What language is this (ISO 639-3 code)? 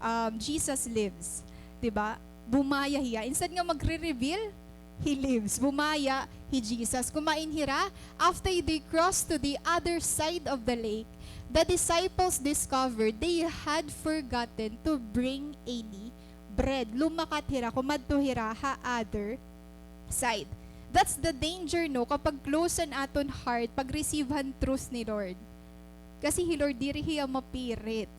war